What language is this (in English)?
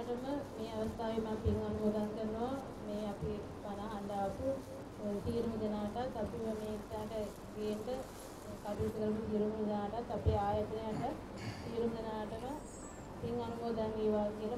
Sinhala